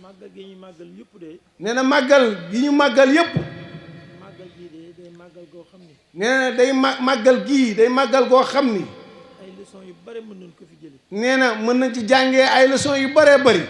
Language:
Wolof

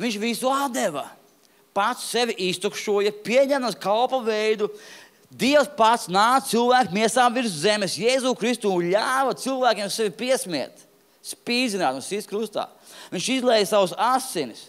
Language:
Latvian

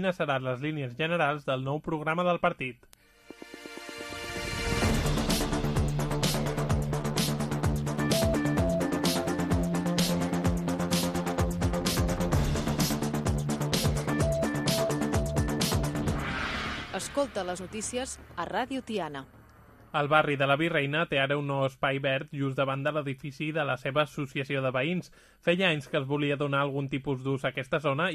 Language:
Catalan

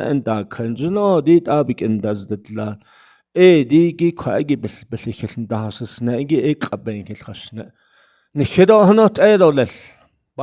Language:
Navajo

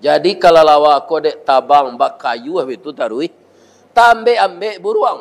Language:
Minangkabau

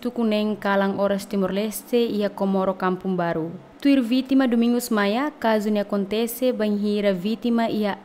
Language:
Tetum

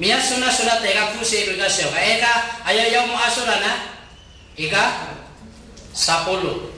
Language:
Maranao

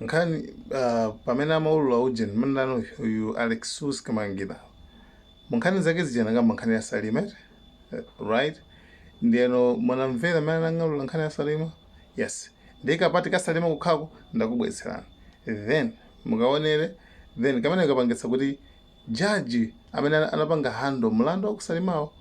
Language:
Nyanja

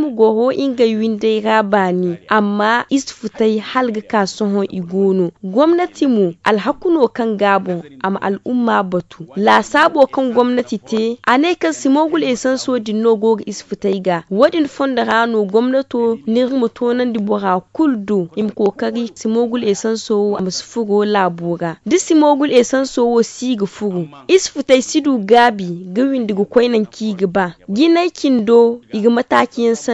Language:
Zarma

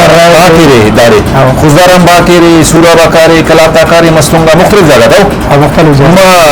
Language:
Brahui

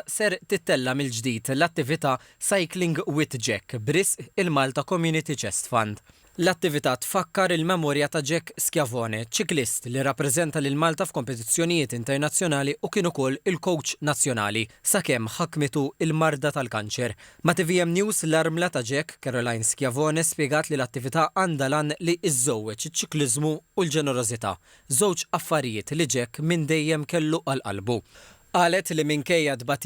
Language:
Maltese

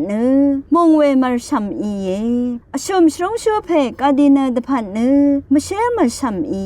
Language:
Rawang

